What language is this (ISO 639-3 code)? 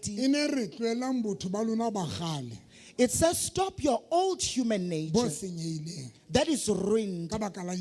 sot